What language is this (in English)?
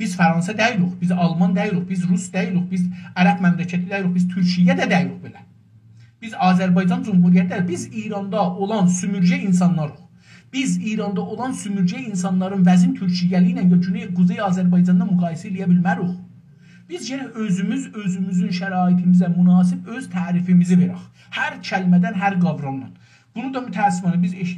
South Azerbaijani